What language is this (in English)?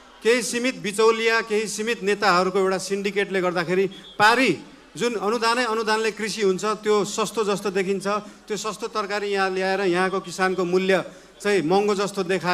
Nepali